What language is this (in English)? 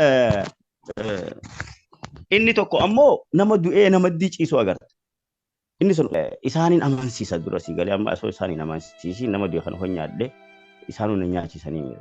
Oromo